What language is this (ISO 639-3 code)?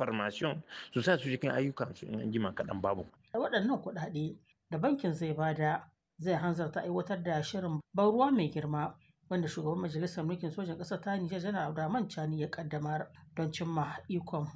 hau